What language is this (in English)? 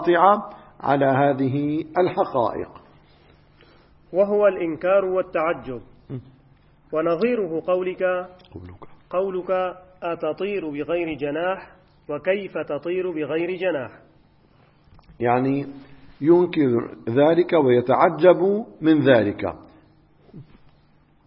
Arabic